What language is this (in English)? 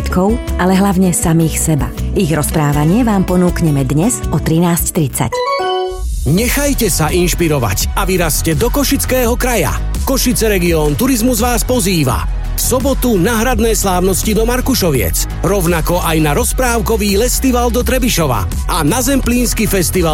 Slovak